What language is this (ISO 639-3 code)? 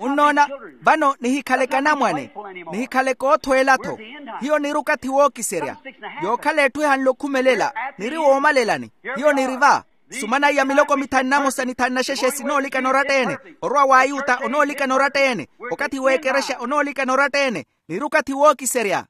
vmw